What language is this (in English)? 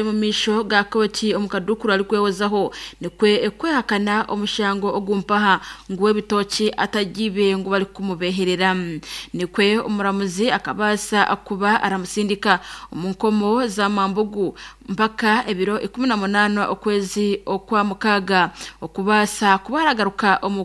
Nyankole